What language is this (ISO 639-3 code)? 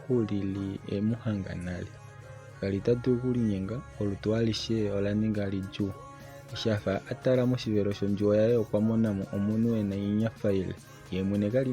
kua